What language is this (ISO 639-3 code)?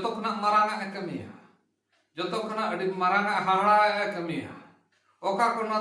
sat